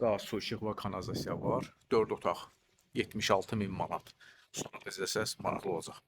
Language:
Azerbaijani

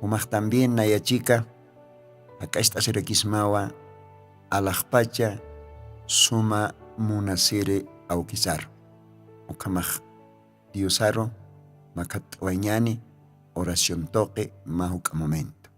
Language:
Aymara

